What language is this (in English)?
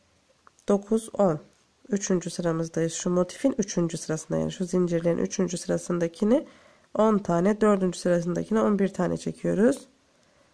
Turkish